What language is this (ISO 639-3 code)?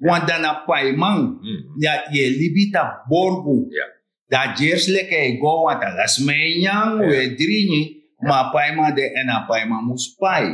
srn